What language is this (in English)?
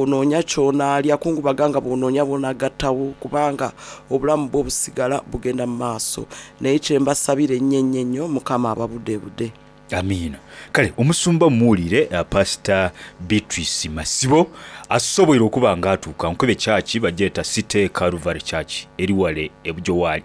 Soga